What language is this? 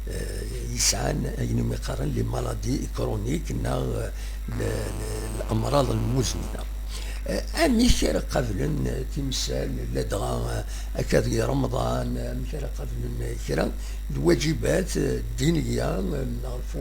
Kabyle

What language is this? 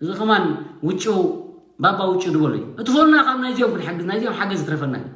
Tigrinya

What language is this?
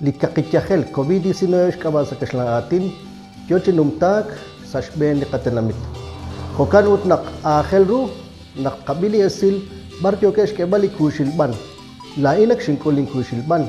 Kekchí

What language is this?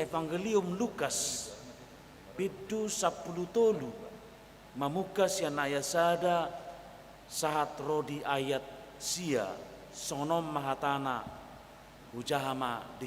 Batak Toba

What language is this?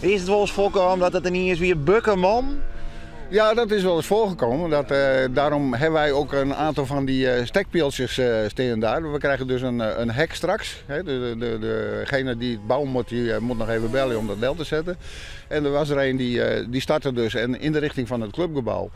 Western Frisian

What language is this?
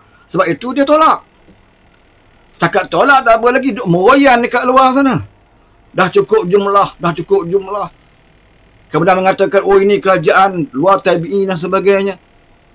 Malay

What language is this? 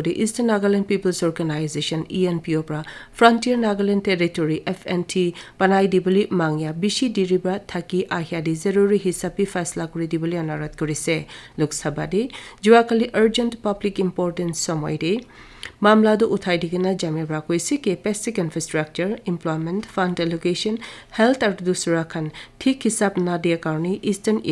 Naga Pidgin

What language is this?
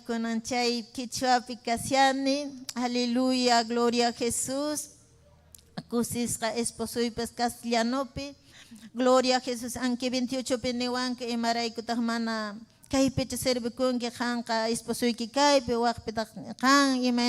Ayacucho Quechua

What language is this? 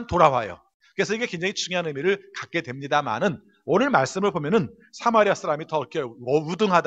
Korean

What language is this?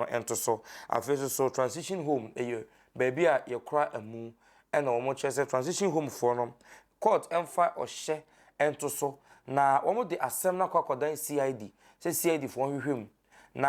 Akan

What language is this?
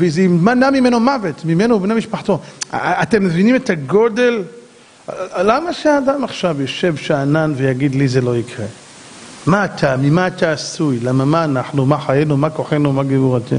Hebrew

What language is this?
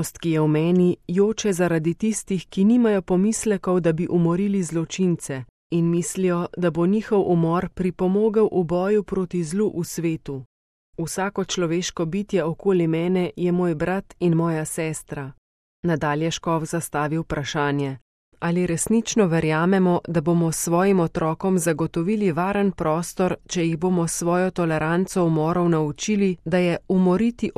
Slovenian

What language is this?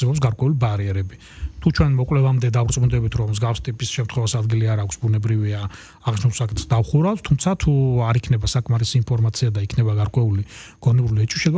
Georgian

